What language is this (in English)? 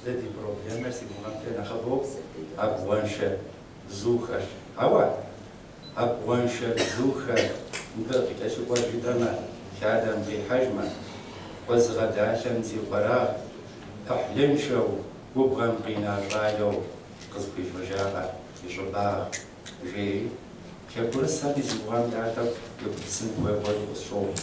Kabardian